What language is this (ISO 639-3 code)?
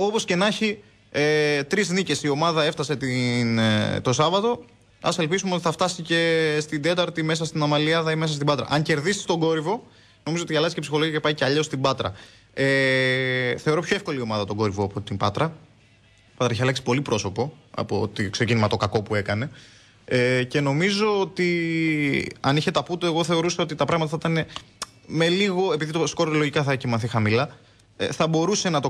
ell